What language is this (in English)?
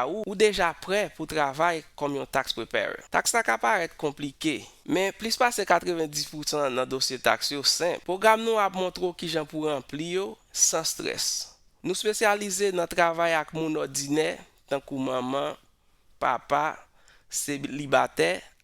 Haitian Creole